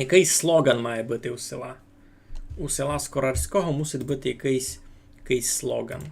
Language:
Rusyn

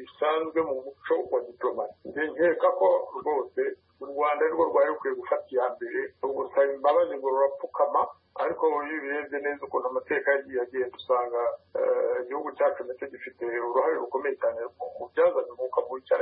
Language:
Kinyarwanda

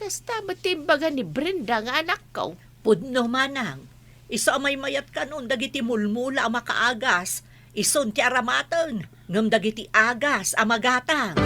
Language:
Iloko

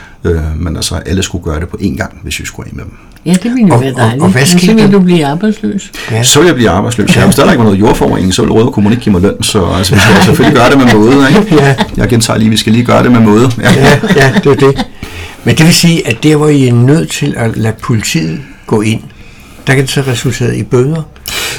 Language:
Danish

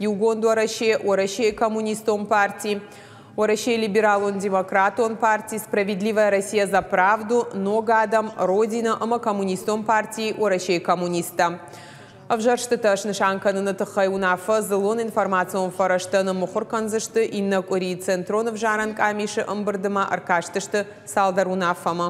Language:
Ossetic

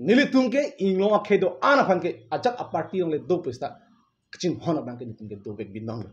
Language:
Karbi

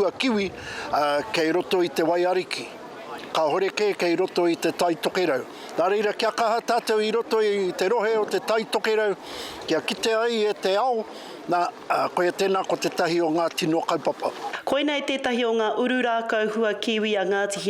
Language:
Māori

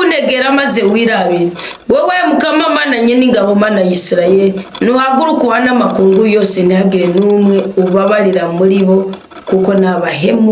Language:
Rundi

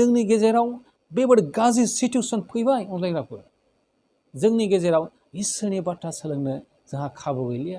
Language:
Bodo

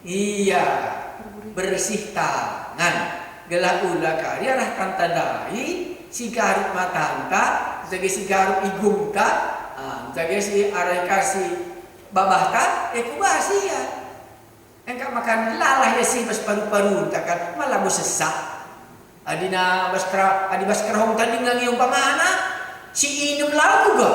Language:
Batak Karo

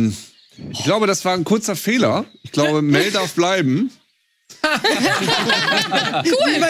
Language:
German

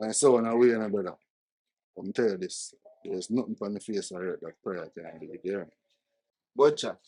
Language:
Jamaican Creole English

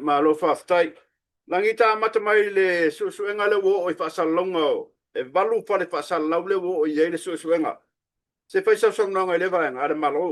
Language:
Samoan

